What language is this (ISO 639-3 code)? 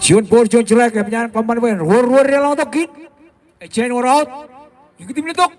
mah